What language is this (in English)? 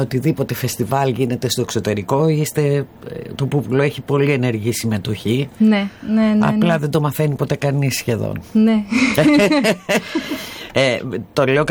Greek